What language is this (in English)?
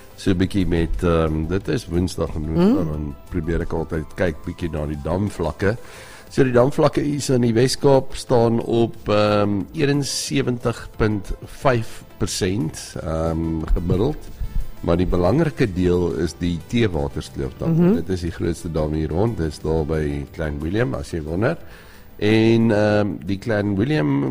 Afrikaans